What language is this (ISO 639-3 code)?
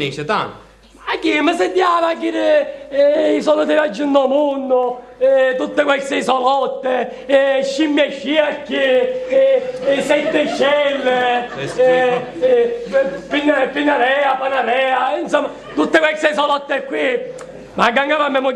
scn